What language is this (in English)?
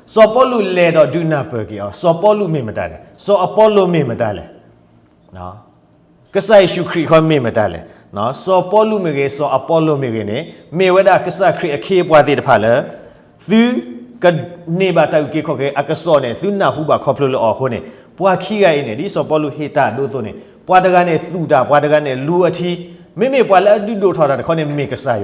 S'gaw Karen